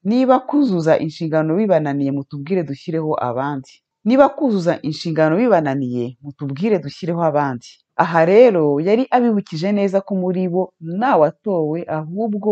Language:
Kinyarwanda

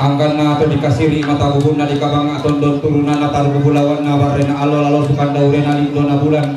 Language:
Toraja-Sa'dan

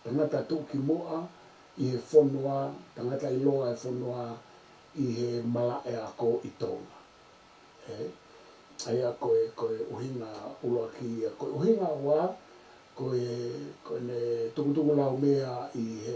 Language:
Tongan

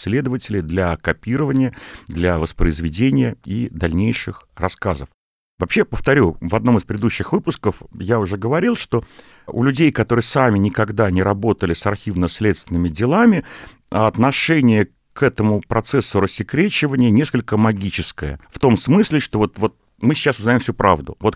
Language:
Russian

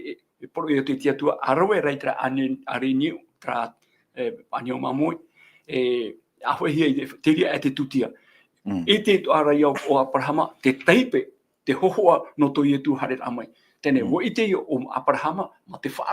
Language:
Tahitian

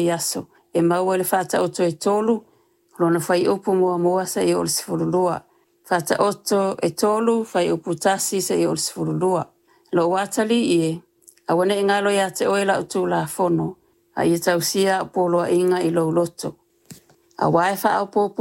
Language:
Samoan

